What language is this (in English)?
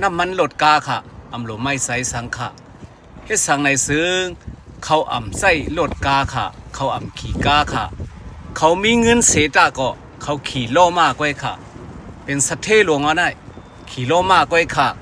Shan